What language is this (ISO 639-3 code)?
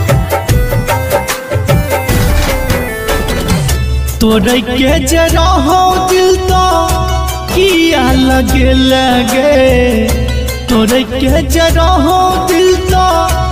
bho